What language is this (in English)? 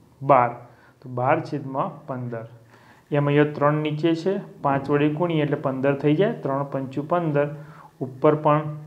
Gujarati